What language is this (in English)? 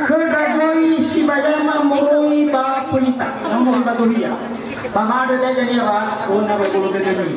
Nias